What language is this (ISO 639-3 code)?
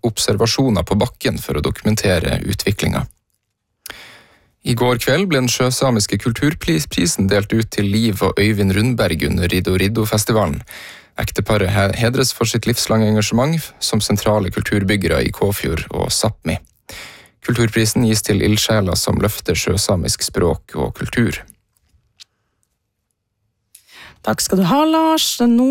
nor